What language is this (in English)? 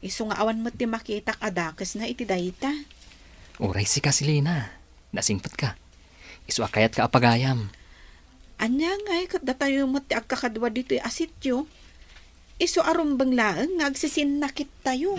Iloko